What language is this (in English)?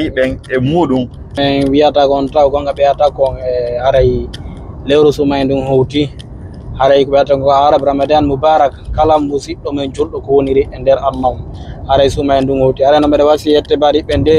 Fula